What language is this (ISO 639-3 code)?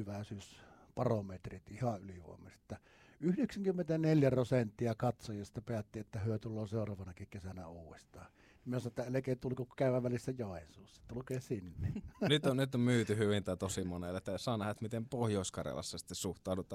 fin